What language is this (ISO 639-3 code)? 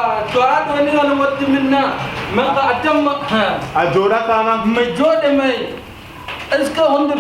ful